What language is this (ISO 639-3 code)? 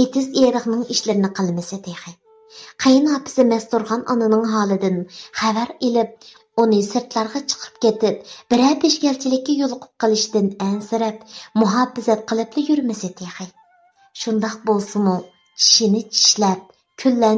uig